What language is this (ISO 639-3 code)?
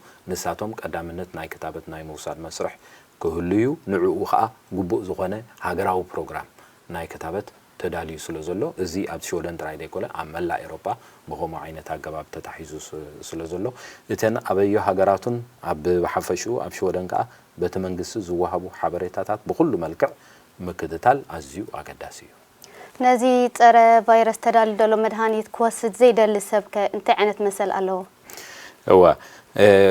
tir